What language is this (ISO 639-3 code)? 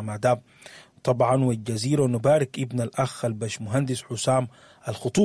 apd